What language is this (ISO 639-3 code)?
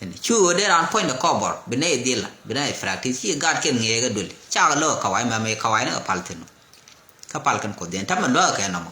nus